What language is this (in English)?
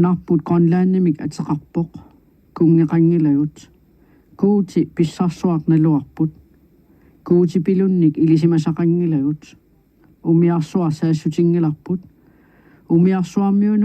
Kalaallisut